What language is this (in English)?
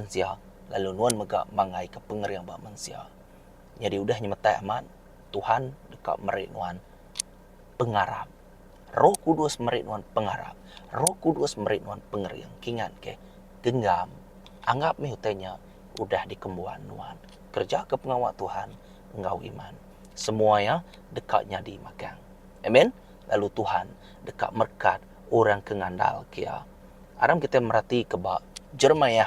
Iban